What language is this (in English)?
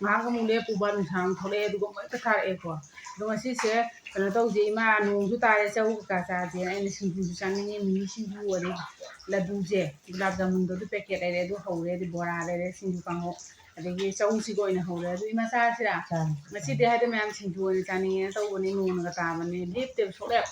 Manipuri